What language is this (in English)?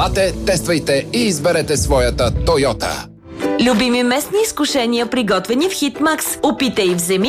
Bulgarian